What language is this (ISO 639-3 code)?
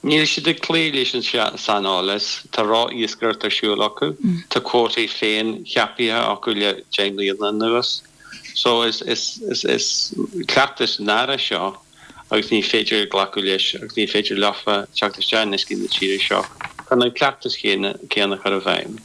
gle